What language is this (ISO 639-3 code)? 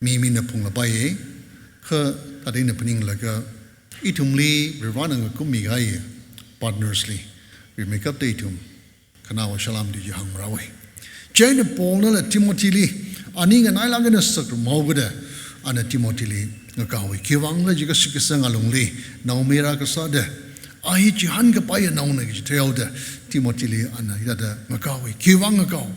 nmf